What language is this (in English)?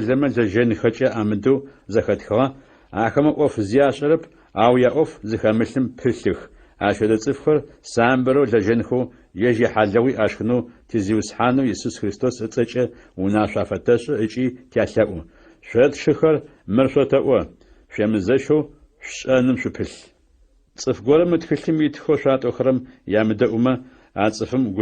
Adyghe